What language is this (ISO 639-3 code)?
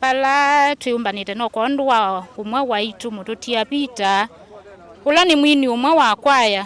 kam